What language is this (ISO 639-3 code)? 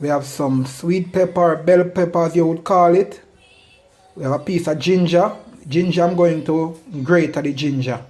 jam